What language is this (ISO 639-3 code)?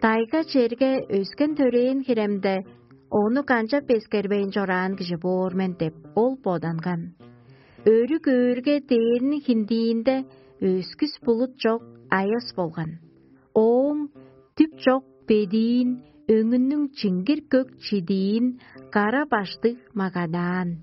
tyv